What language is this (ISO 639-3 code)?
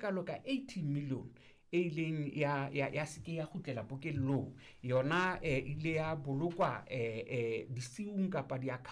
sot